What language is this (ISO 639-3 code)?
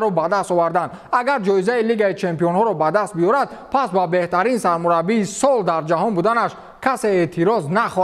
tgk